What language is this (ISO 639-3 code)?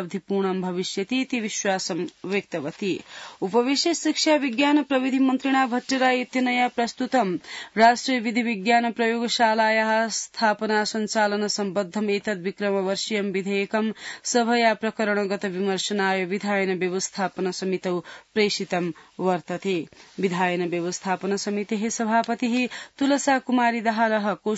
san